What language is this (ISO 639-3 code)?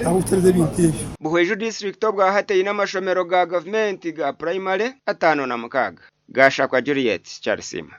nyn